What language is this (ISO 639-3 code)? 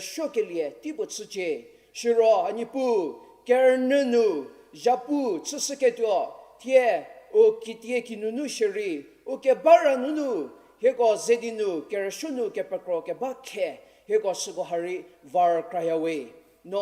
njm